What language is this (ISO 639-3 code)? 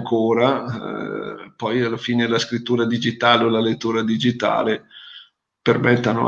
ita